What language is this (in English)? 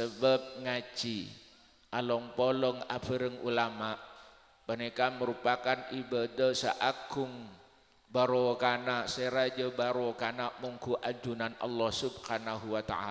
Madurese